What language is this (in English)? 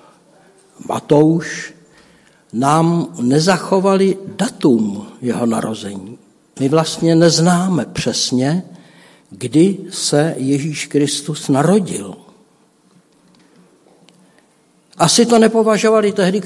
Czech